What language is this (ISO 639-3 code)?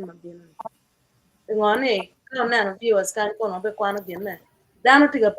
ach